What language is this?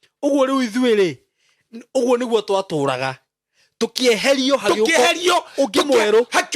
Kikuyu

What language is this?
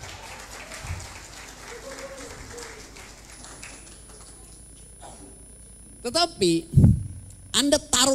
Indonesian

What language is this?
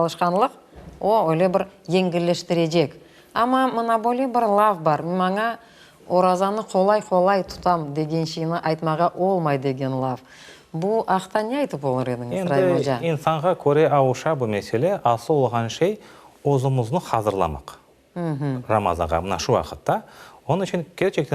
Crimean Tatar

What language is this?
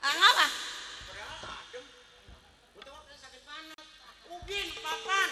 Betawi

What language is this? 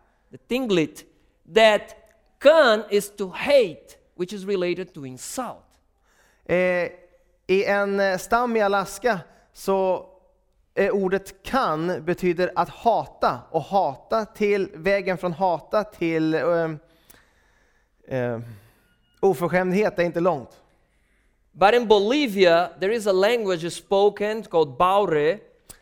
Swedish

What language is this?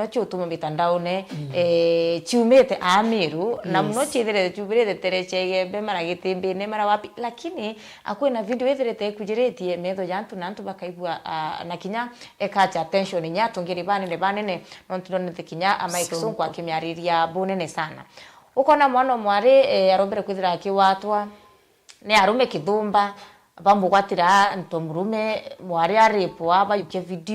Meru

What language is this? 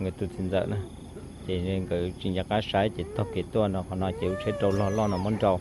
Hmong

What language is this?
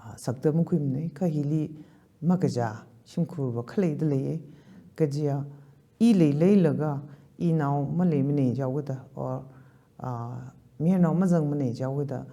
Tangkhul Naga (India)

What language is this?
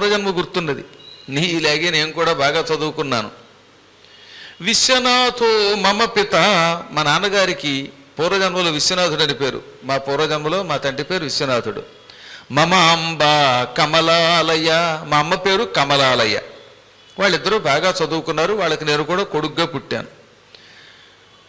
Telugu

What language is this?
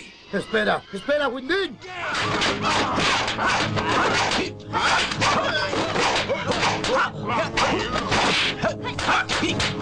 Spanish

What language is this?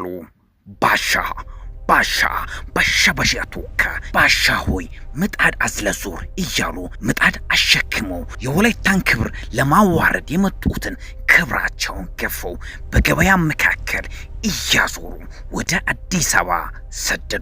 Amharic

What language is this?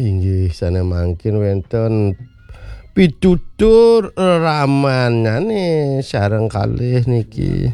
Balinese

